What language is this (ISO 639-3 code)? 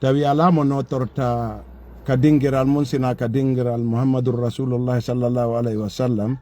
ful